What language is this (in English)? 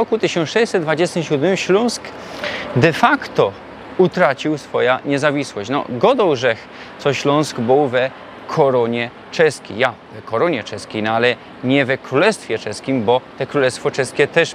Silesian